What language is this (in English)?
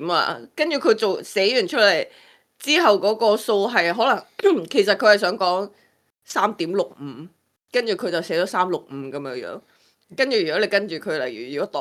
Cantonese